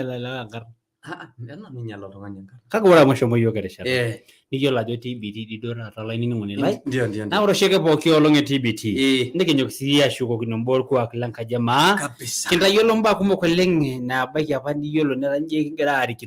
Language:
Masai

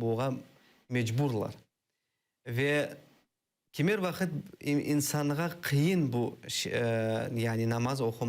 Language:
Crimean Tatar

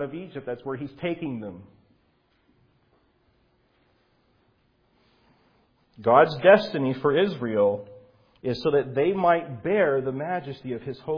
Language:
English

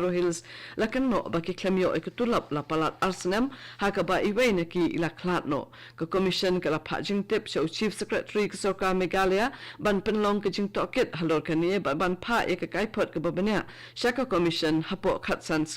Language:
Khasi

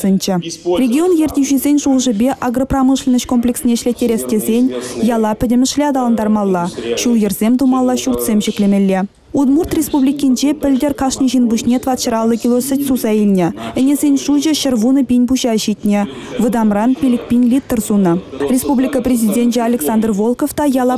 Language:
Chuvash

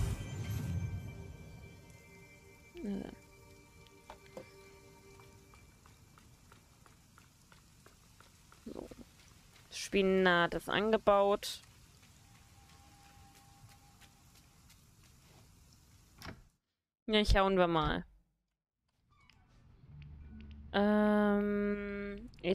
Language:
German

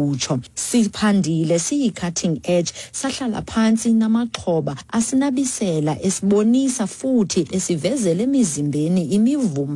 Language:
Xhosa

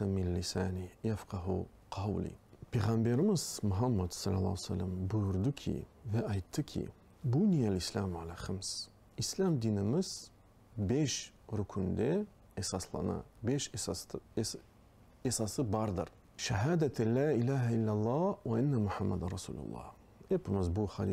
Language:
Crimean Tatar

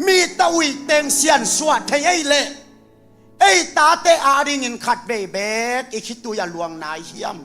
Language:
Tedim Chin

